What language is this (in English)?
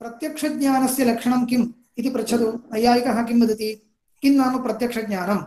Sanskrit